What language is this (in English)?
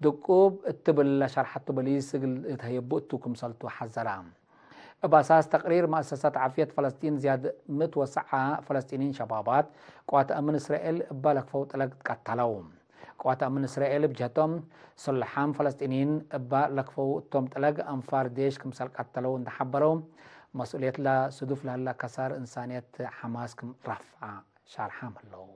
Tigre